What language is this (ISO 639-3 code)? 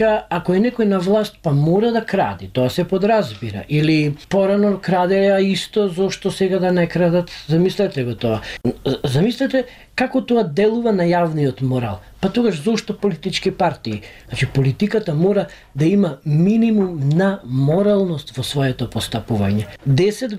mkd